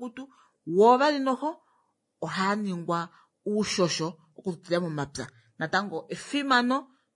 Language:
Kuanyama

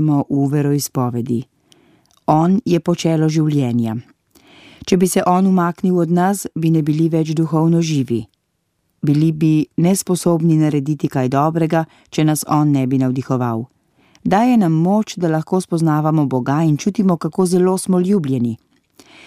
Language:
Slovenian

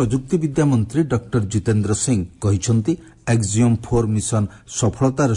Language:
Odia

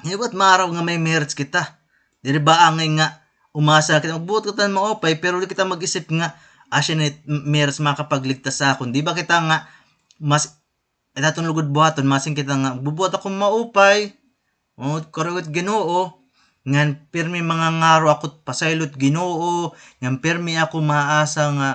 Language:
Waray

